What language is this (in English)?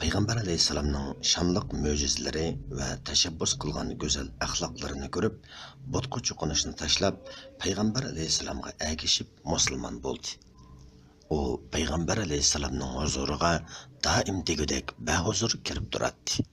Uyghur